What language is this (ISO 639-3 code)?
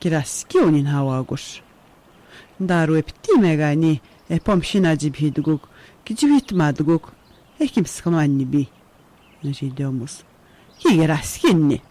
atj